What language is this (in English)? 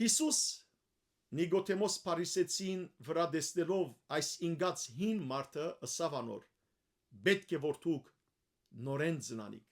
Western Armenian